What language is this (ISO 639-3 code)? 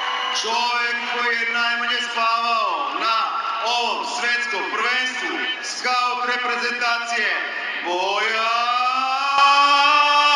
srp